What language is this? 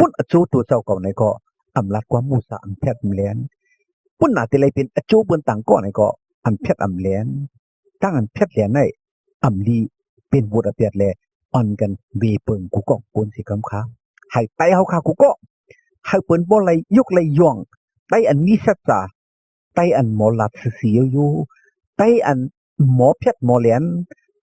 Shan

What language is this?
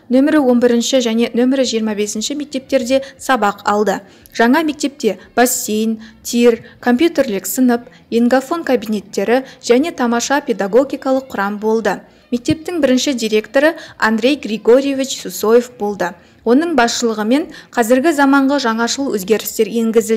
Kazakh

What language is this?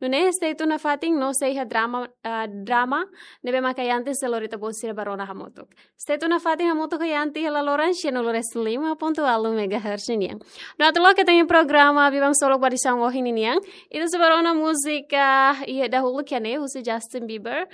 Tetum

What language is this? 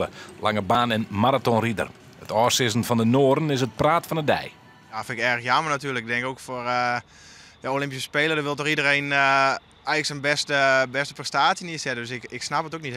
Western Frisian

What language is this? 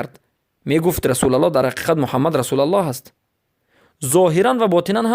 Persian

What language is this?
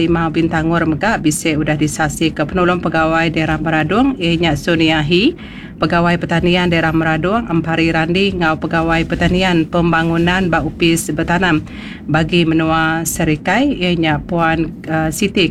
Iban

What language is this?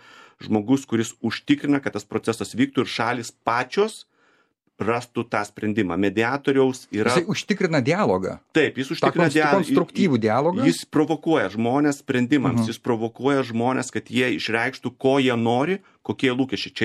Lithuanian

